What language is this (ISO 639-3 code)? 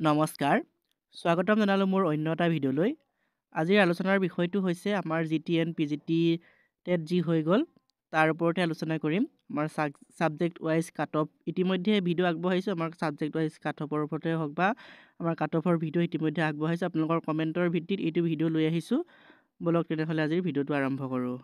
asm